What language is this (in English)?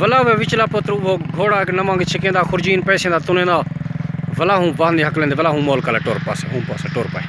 Saraiki